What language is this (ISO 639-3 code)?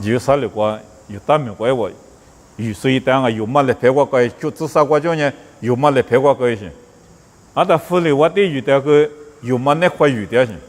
lis